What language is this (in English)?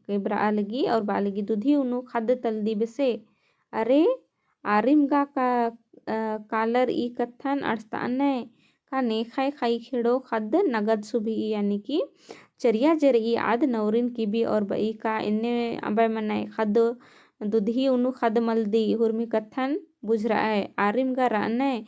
Kurukh